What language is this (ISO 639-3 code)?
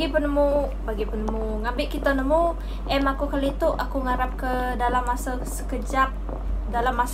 iba